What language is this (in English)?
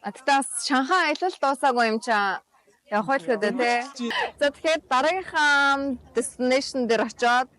Mongolian